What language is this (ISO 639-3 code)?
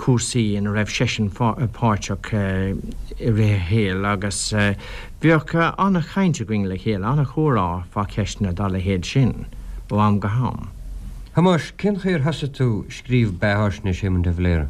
gle